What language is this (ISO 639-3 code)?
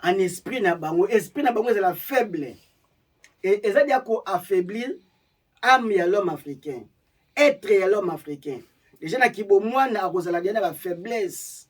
lin